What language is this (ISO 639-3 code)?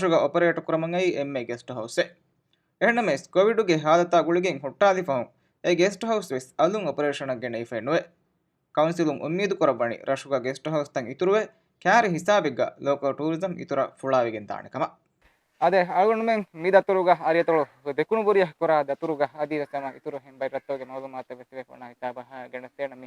div